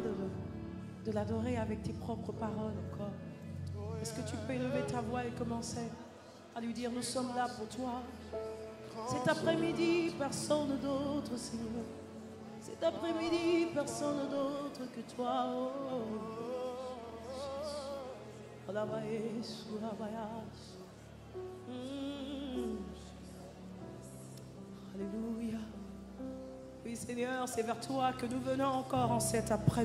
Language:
French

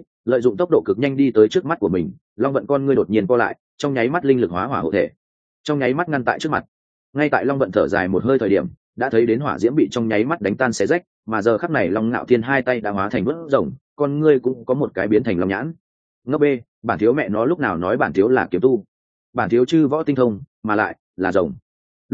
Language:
Vietnamese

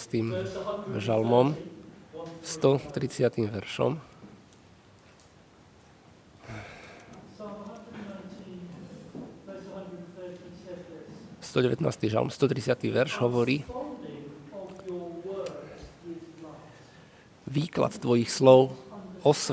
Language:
Slovak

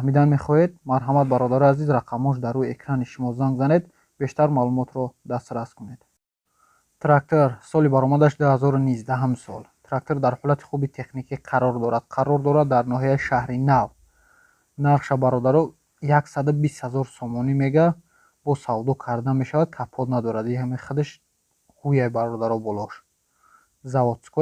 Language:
Tajik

